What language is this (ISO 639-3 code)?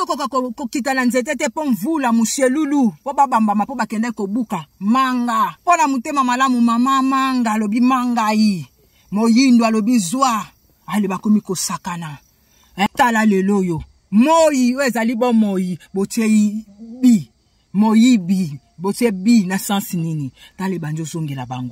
lin